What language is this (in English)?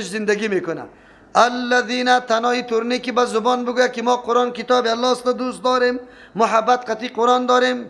Persian